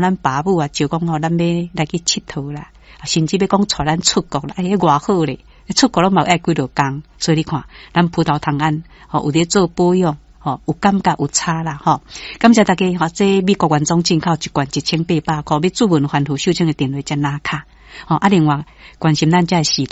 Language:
Min Nan Chinese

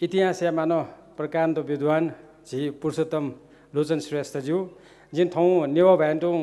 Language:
Newari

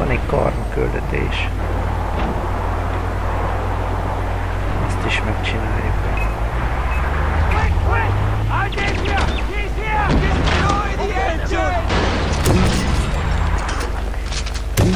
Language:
Hungarian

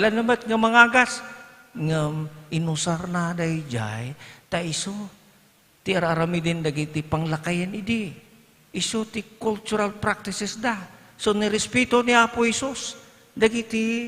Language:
Iloko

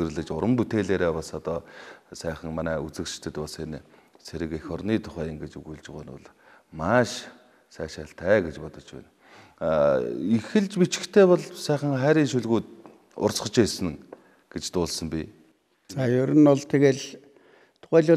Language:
Mongolian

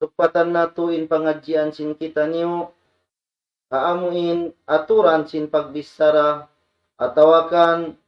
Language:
Tausug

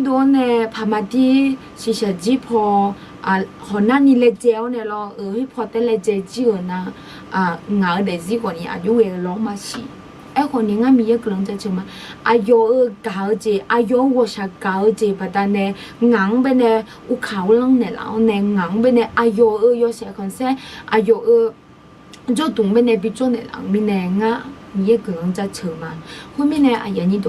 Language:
Akha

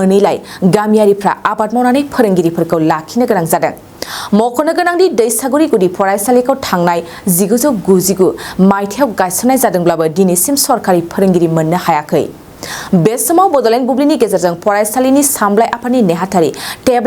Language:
Bodo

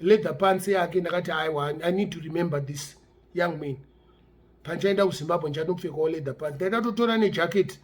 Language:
Shona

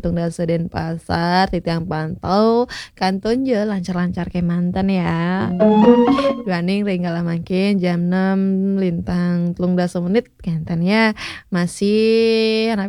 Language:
Balinese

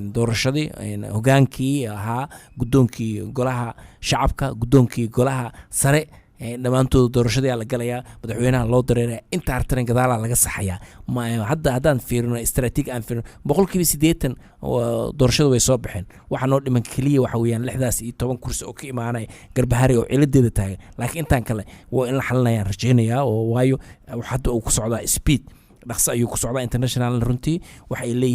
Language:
Somali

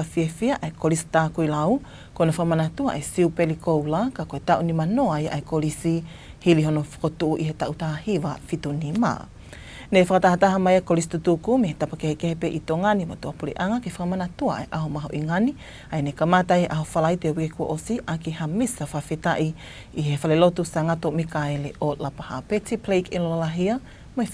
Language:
Tongan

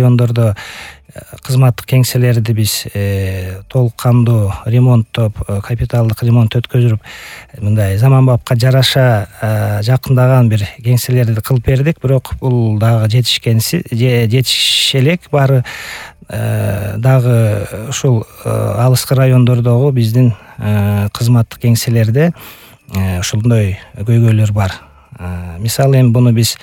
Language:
Kyrgyz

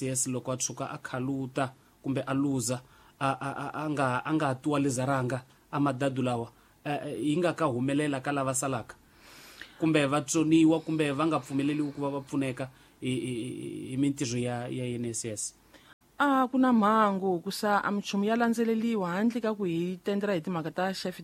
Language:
Tsonga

